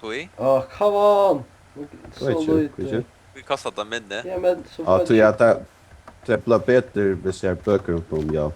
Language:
Faroese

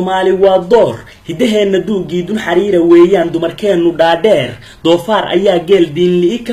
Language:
Somali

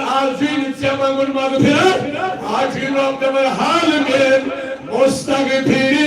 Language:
Kashmiri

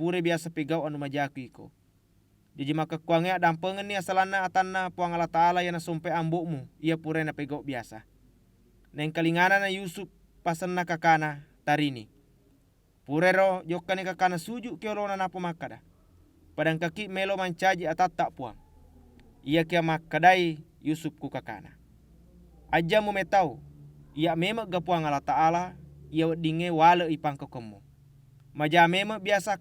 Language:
Buginese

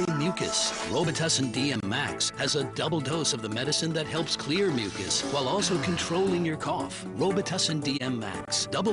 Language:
English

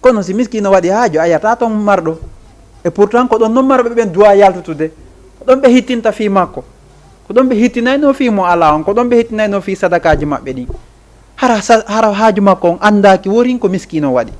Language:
Fula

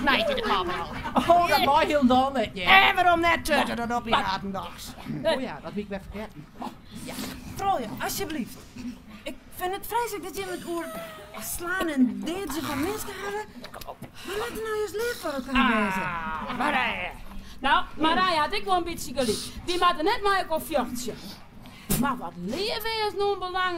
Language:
Western Frisian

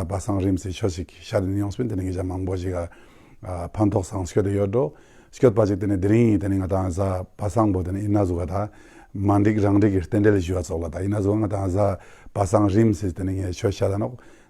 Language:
Ladakhi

